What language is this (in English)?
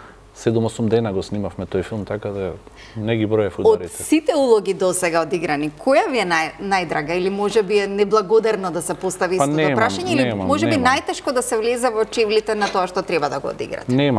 Macedonian